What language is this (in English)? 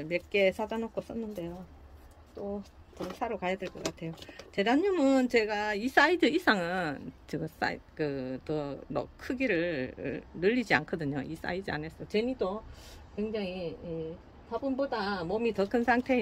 Korean